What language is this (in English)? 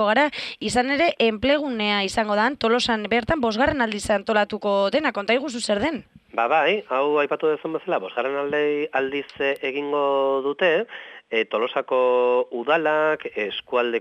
Basque